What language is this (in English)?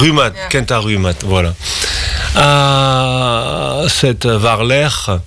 Breton